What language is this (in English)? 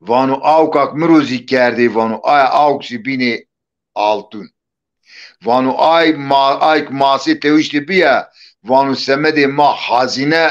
Zaza